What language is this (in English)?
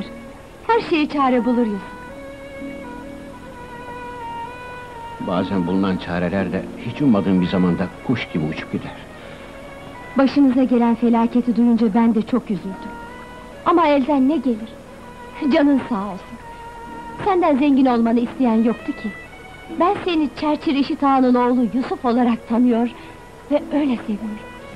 Turkish